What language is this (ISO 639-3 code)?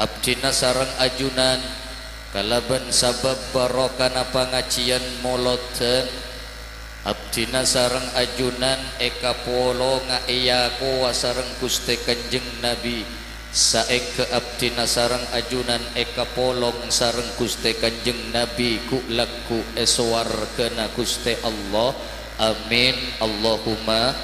mad